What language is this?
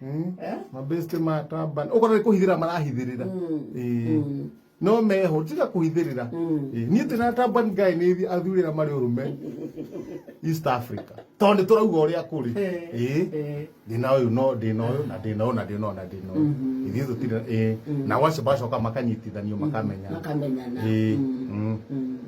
Kikuyu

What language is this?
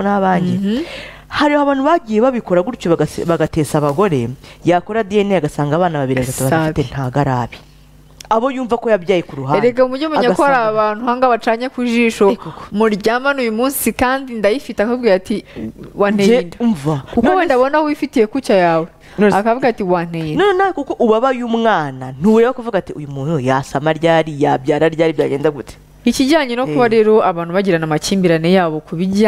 Kinyarwanda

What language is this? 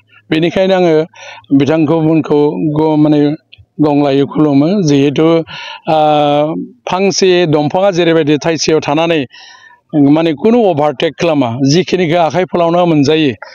Bodo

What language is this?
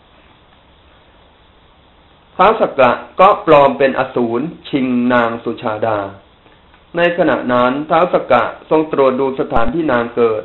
Thai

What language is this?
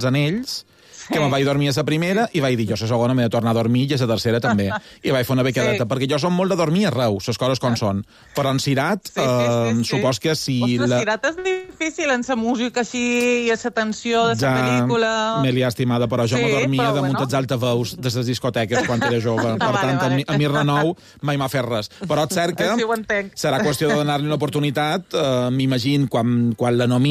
Catalan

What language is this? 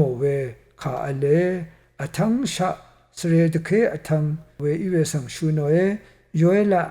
Rawang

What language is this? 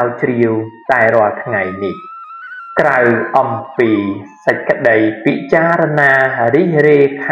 Khmer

